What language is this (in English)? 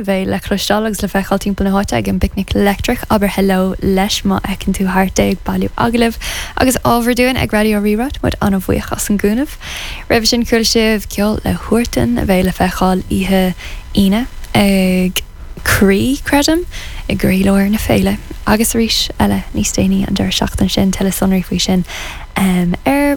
Irish